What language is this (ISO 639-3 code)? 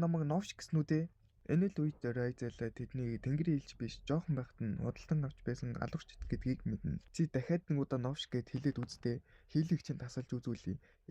mon